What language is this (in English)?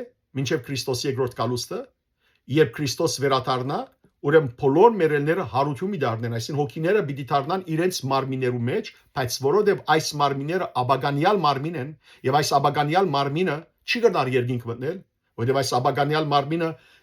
Western Armenian